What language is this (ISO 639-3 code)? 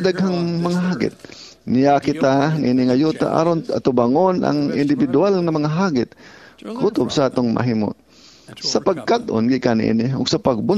ceb